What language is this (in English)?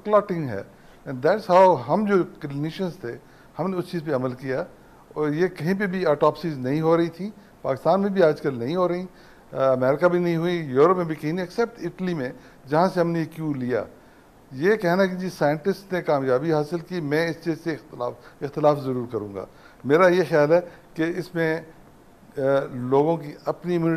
Urdu